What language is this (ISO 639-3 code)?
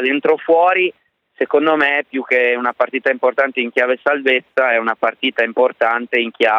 ita